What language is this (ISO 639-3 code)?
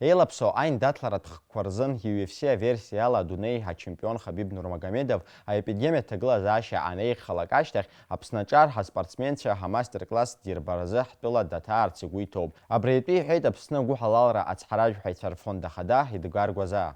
abk